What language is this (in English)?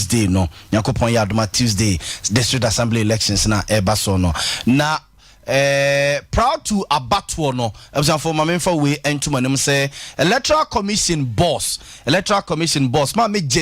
Akan